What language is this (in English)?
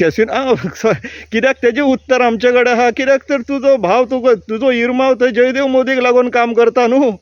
Konkani